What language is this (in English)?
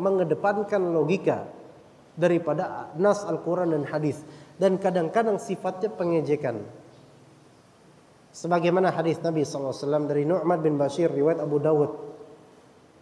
Indonesian